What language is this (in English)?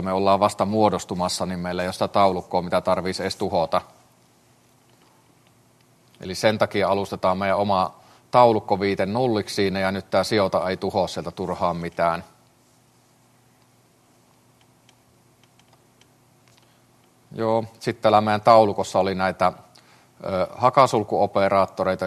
Finnish